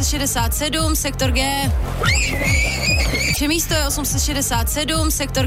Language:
Czech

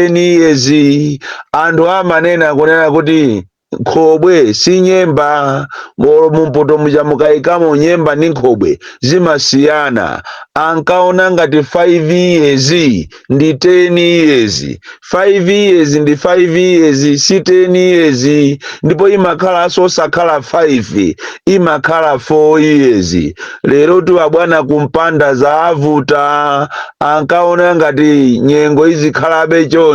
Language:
Nyanja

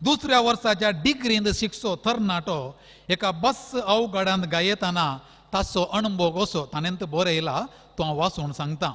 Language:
Konkani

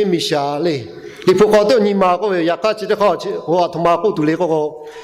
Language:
Lahu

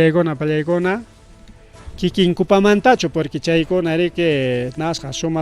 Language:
Ayacucho Quechua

